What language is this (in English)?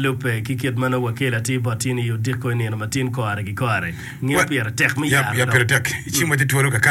Acoli